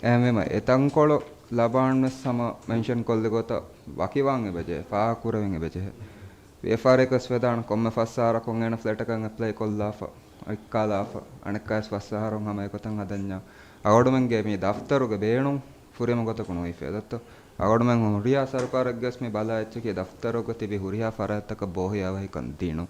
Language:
Divehi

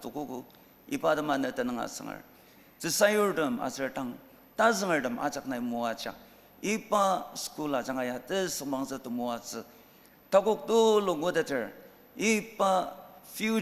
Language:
Ao Naga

